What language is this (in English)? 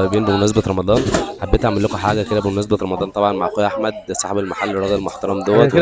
Egyptian Arabic